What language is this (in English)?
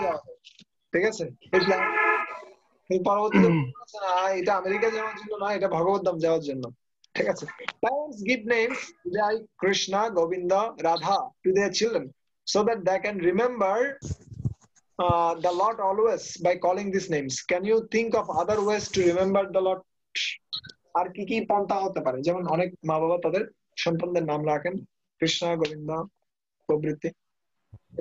Bangla